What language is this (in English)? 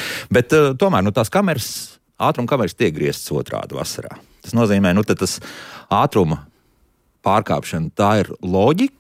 Latvian